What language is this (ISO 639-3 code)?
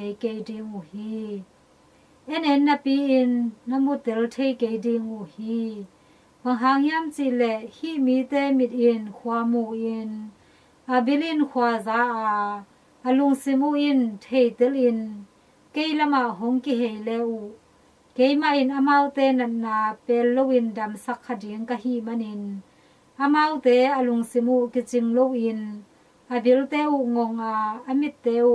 ctd